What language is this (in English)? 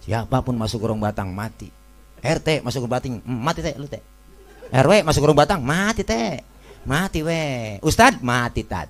Betawi